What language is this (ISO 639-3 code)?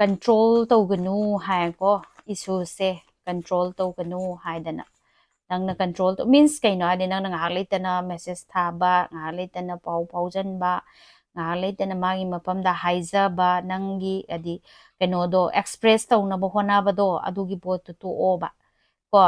mni